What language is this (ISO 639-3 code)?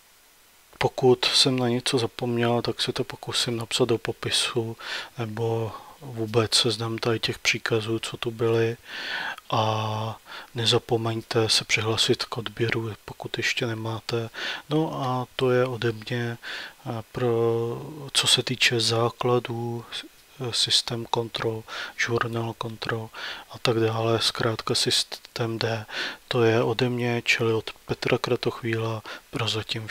ces